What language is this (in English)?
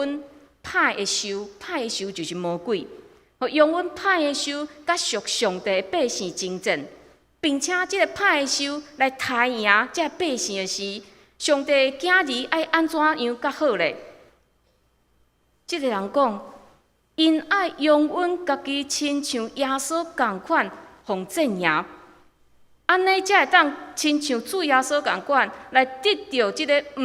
Min Nan Chinese